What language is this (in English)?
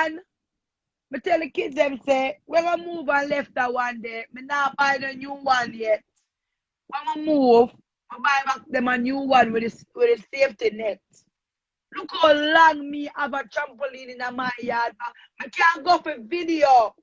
Jamaican Creole English